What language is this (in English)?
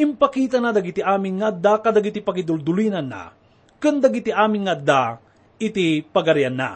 Iloko